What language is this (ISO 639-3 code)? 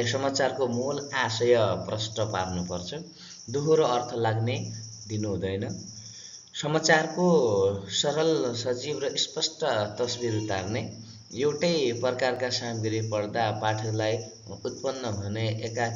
nep